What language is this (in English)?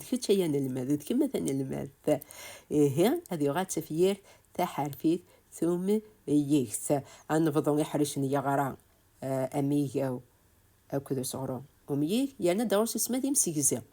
Kabyle